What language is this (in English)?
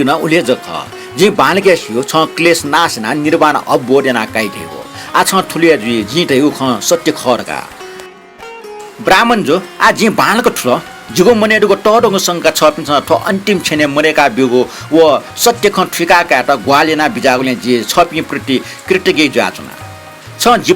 Newari